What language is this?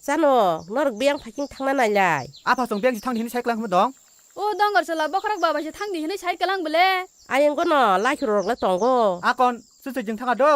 Kok Borok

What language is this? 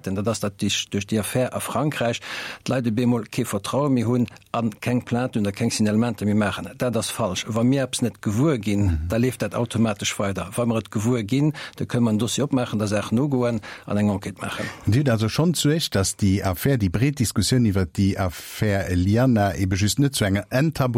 Luxembourgish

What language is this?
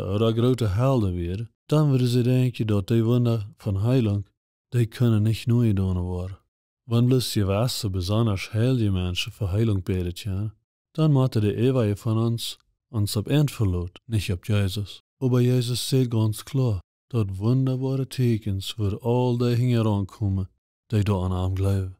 Plautdietsch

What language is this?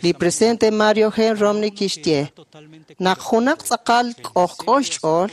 Kekchí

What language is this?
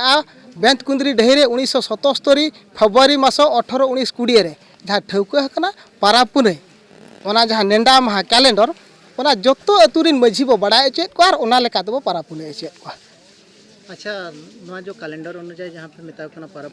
Santali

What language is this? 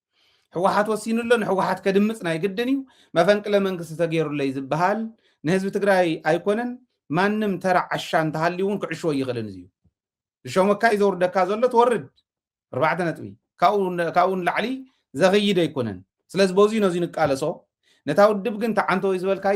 Tigrinya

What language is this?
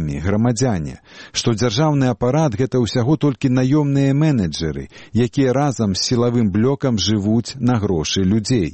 Belarusian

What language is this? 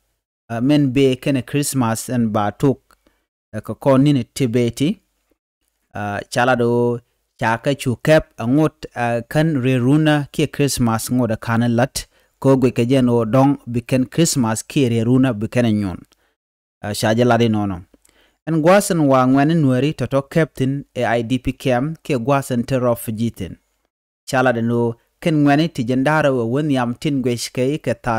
Nuer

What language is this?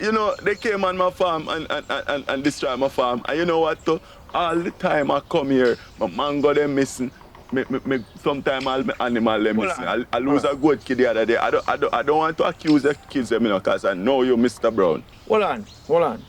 Jamaican Creole English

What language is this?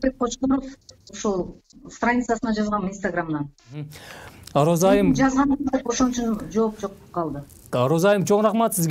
Kyrgyz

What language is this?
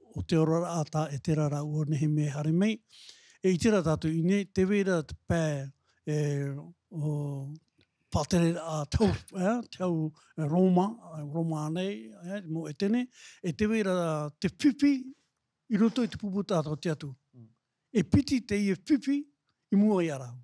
Tahitian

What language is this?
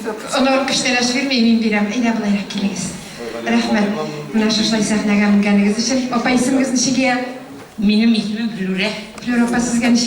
Tatar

